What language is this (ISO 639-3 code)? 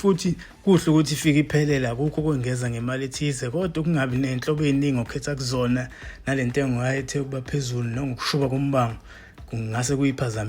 zul